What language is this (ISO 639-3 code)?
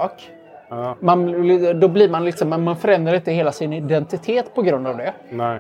swe